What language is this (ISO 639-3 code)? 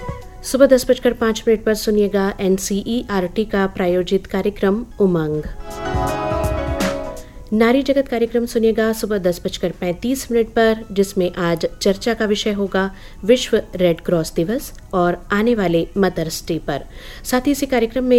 hin